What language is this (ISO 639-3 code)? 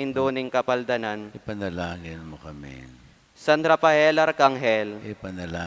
pam